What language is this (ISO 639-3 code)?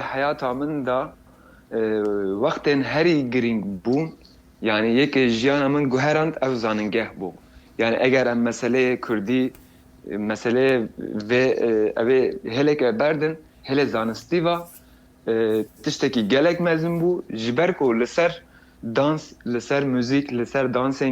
kur